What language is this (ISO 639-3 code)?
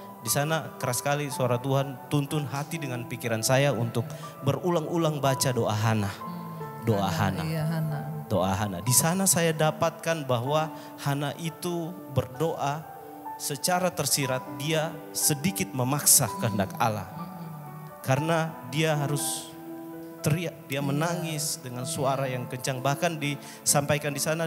ind